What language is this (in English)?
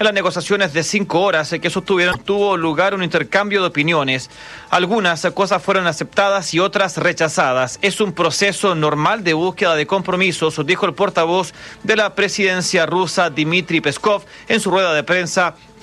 Spanish